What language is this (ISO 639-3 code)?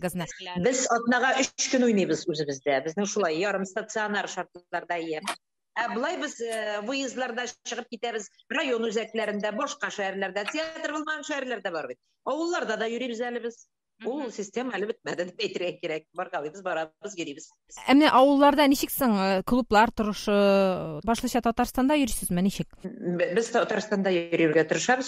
tat